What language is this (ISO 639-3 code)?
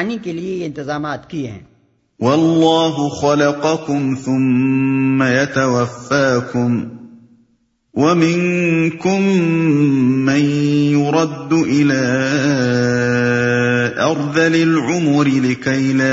urd